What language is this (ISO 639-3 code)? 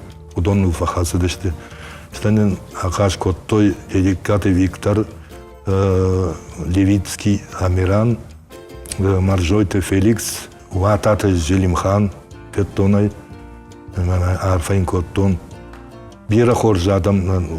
oss